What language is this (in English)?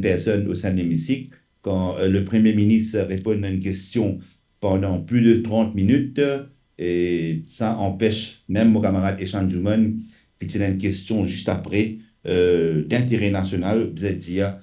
Morisyen